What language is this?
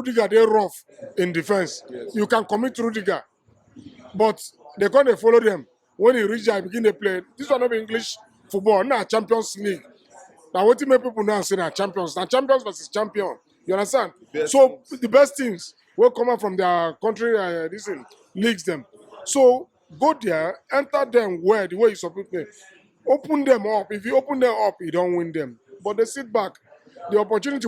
Nigerian Pidgin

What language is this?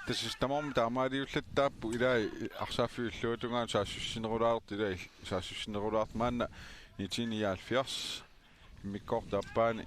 Kalaallisut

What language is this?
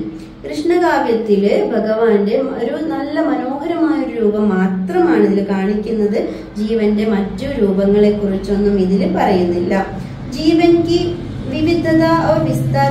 Malayalam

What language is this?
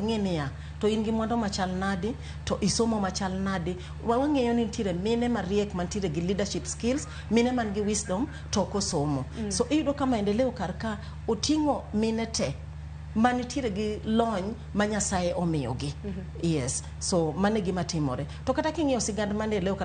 Luo (Kenya and Tanzania)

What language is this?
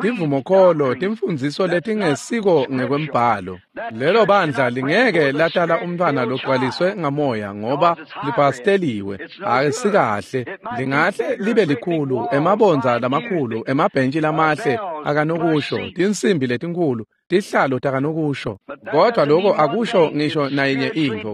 Swati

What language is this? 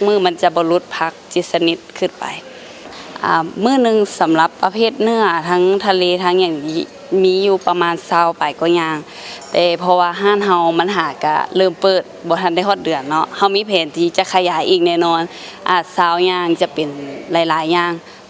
Lao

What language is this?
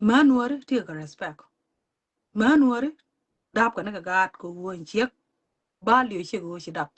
Nuer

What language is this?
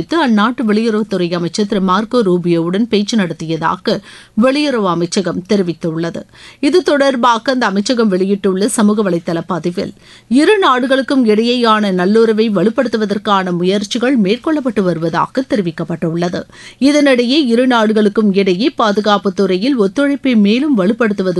Tamil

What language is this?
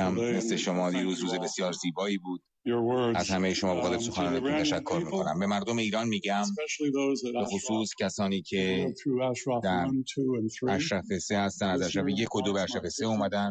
Persian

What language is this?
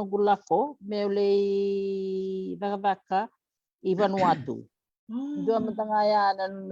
Fijian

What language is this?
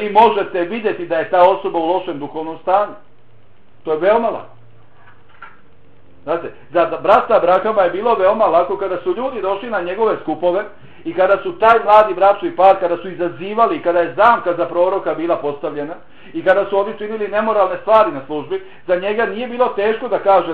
Bosnian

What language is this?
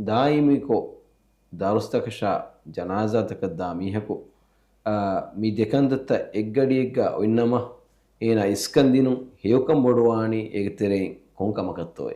Divehi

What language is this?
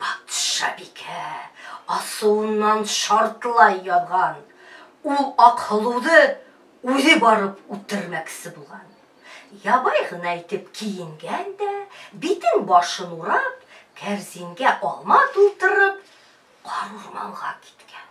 Bashkir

